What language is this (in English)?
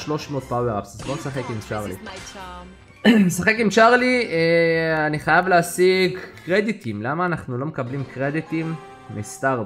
Hebrew